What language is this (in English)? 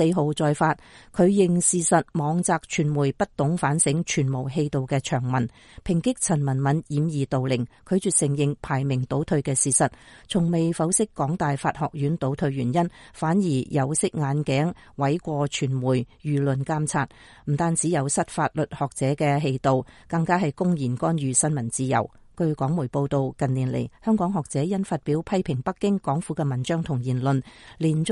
Cantonese